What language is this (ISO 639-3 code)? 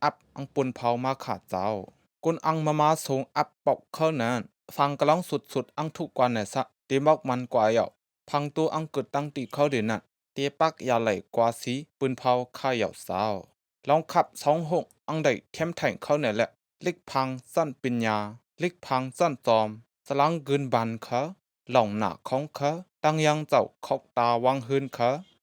shn